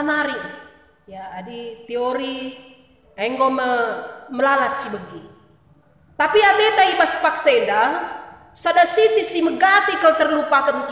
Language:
Batak Karo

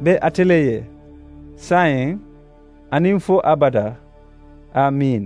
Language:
Mandingo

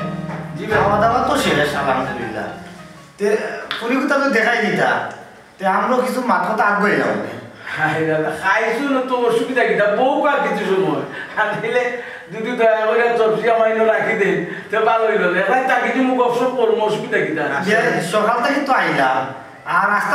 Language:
Sylheti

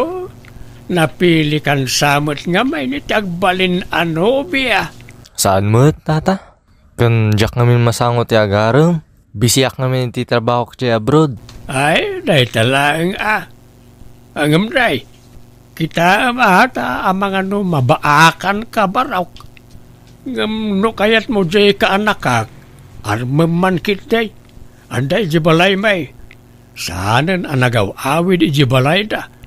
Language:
Iloko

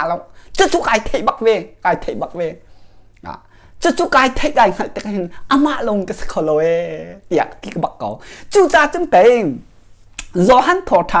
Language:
Hakha Chin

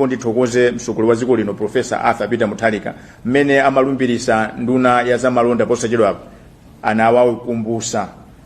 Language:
Nyanja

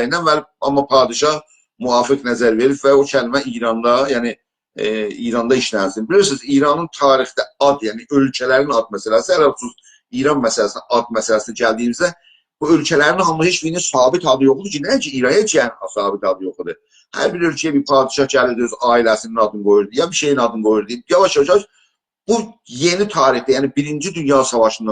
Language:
South Azerbaijani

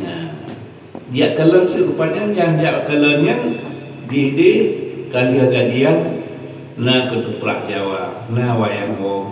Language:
Achinese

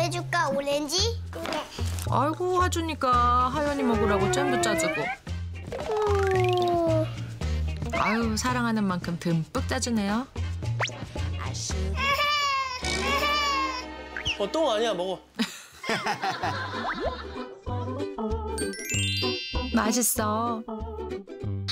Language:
Korean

